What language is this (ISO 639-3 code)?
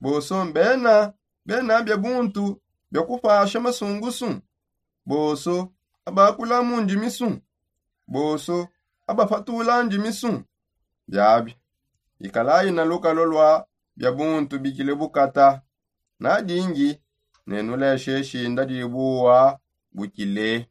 sop